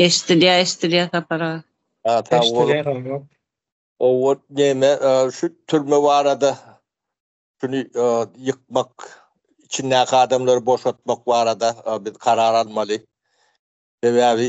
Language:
Turkmen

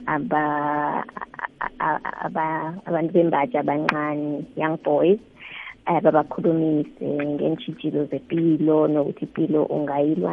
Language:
South Ndebele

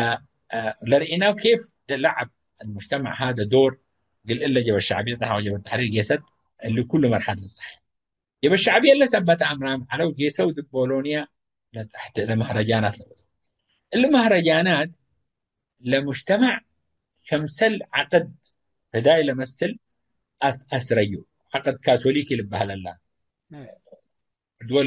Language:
Tigre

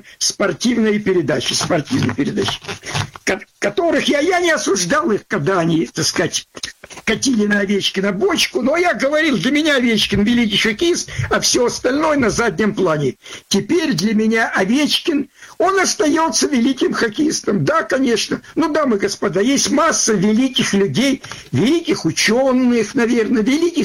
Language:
Russian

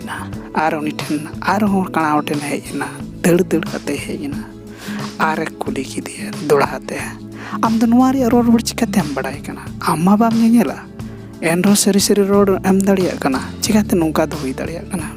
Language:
Santali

